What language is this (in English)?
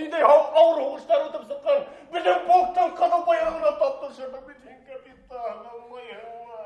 Bashkir